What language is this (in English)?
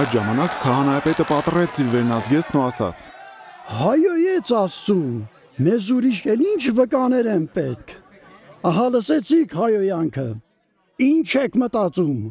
Armenian